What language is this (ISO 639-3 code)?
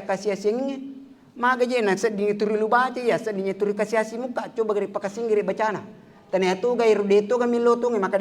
bug